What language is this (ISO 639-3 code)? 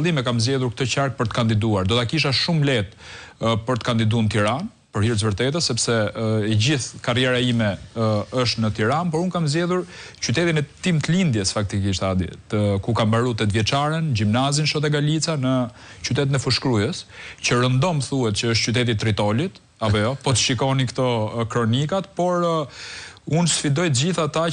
sqi